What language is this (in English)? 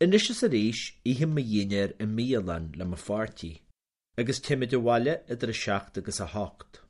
Irish